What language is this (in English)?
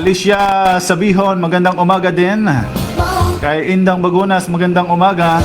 Waray